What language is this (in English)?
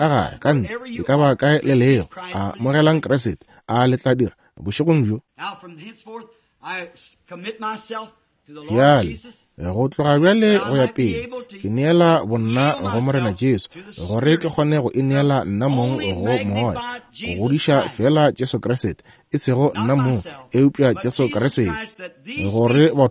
Northern Sotho